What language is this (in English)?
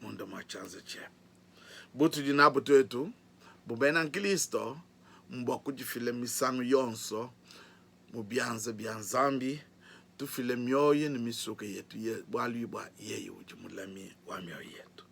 Luba-Lulua